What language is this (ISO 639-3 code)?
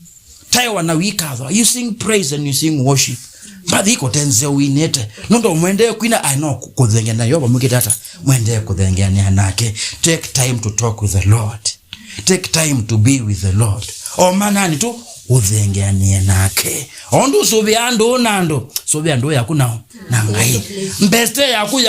kam